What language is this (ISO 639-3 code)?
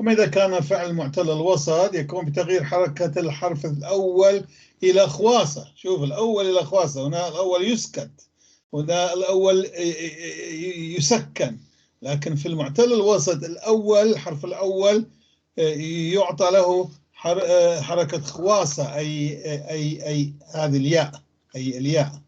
apc